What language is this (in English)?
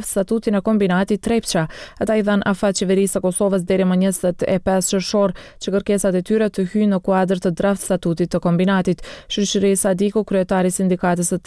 Albanian